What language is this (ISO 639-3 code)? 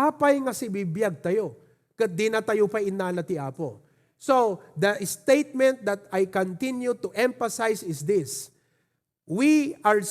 ilo